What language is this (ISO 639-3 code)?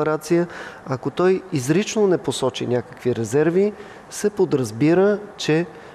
bul